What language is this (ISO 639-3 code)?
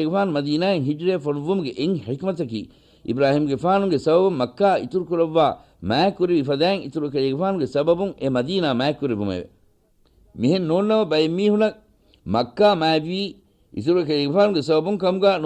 div